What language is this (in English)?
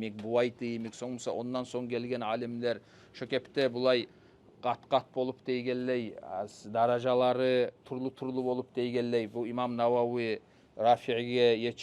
Kumyk